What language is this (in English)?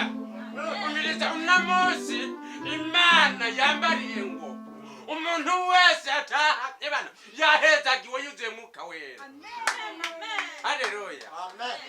Rundi